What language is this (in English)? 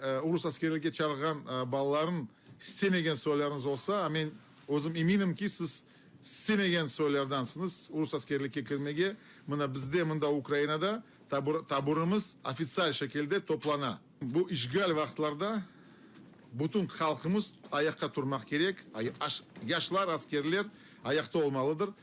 Crimean Tatar